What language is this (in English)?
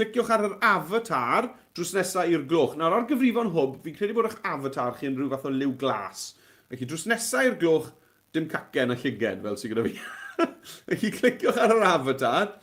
Welsh